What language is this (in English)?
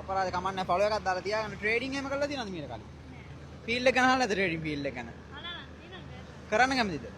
Sinhala